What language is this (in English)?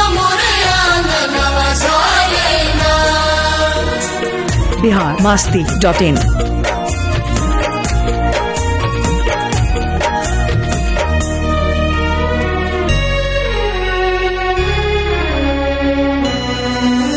Bhojpuri